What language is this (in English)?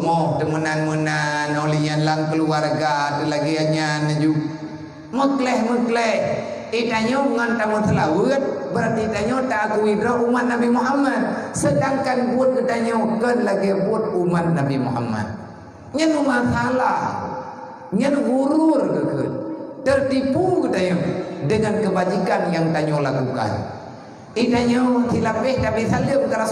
Achinese